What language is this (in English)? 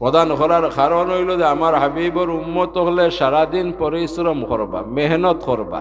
Sylheti